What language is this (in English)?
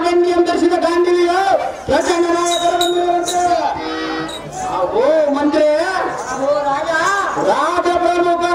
Kannada